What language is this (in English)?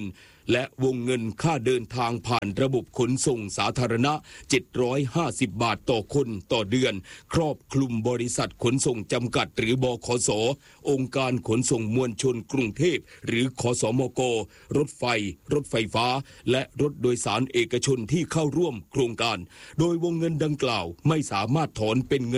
Thai